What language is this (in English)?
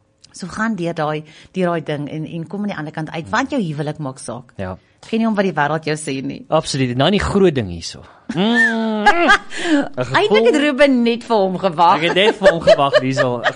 Afrikaans